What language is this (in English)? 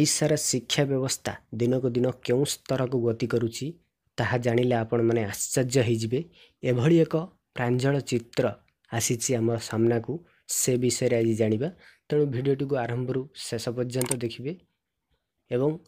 Odia